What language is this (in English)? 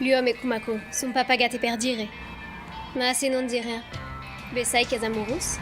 Occitan